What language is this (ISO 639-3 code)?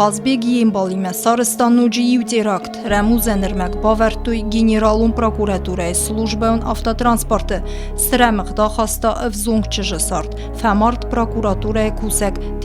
oss